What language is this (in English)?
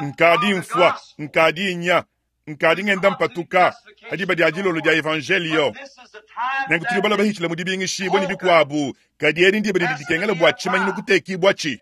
Luba-Lulua